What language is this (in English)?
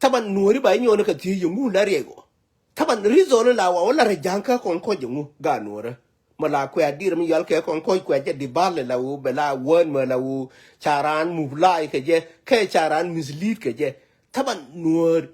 Nuer